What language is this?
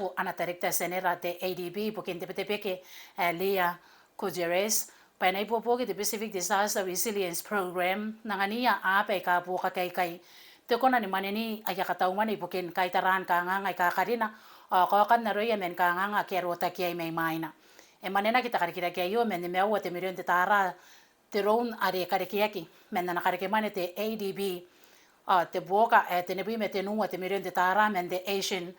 Gilbertese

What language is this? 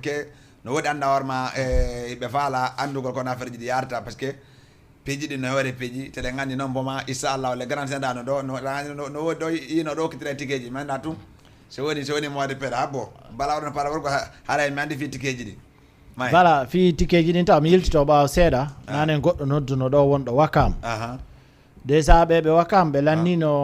Fula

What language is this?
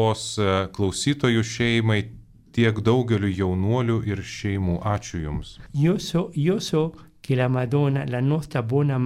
Lithuanian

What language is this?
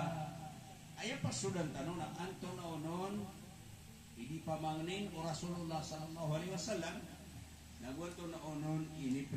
Maranao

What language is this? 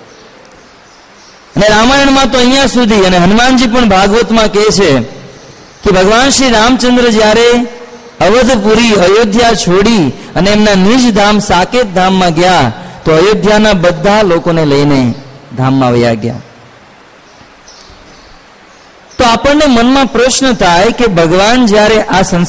Gujarati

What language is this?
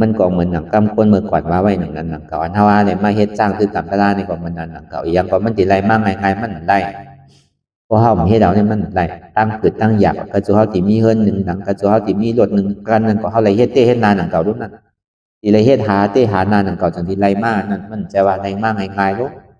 Shan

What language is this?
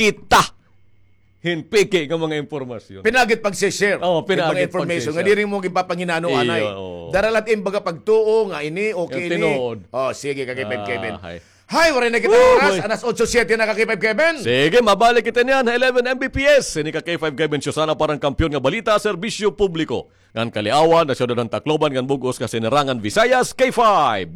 Waray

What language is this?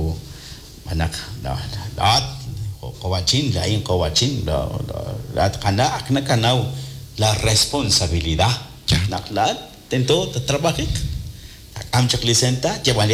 Kekchí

